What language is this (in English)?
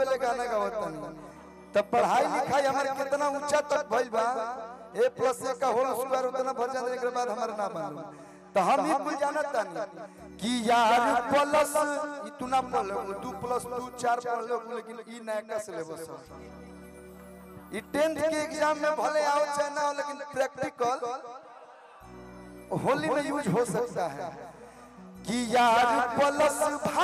Bhojpuri